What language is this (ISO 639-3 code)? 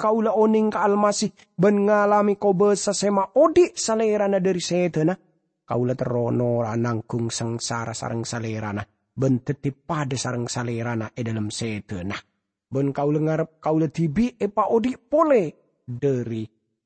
mad